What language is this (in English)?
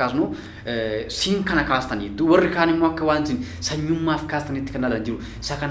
Oromo